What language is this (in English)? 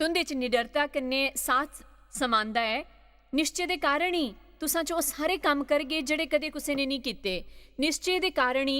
Dogri